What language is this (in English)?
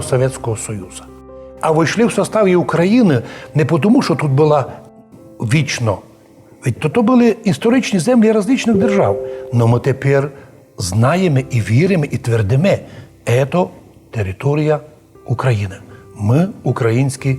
Rusyn